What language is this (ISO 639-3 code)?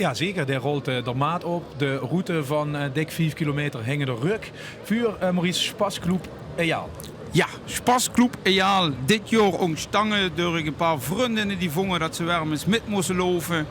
lim